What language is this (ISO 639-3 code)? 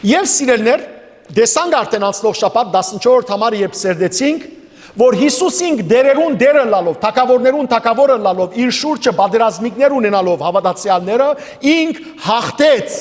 hyw